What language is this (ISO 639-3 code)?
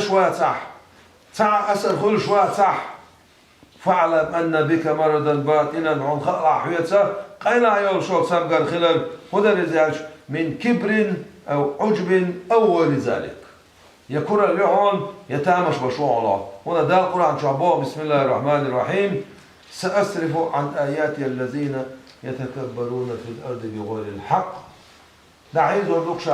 che